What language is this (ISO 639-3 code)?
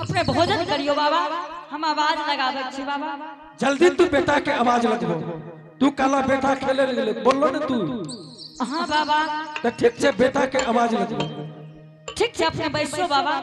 anp